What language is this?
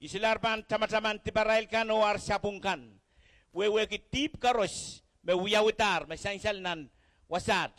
Pohnpeian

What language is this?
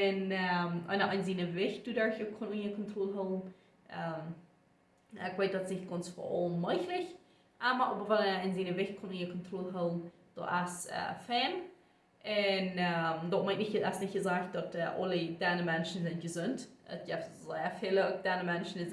Plautdietsch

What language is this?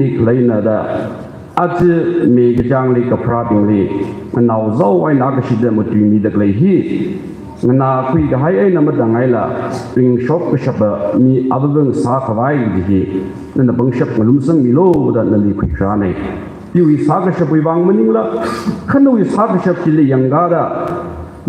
Tangkhul Naga (India)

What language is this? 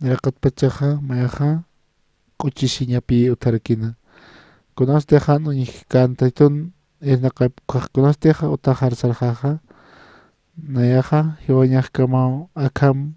Aymara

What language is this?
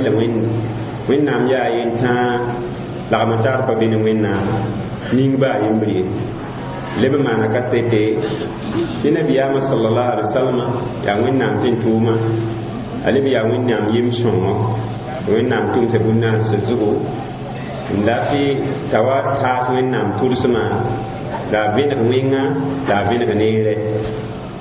Mossi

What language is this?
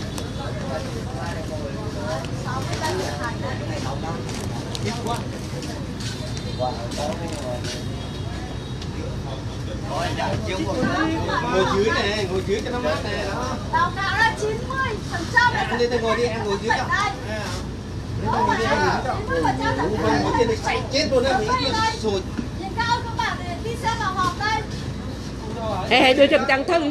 Vietnamese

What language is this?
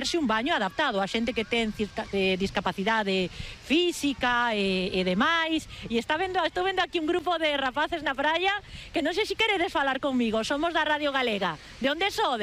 Galician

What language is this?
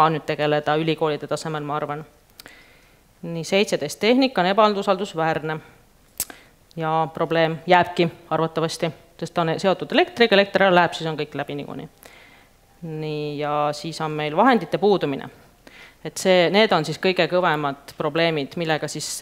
Estonian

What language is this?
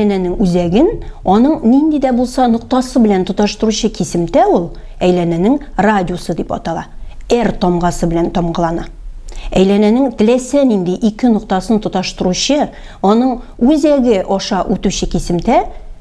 Tatar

